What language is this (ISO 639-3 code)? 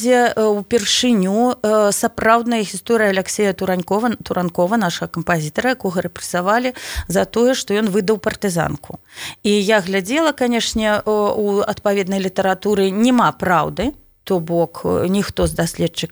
bel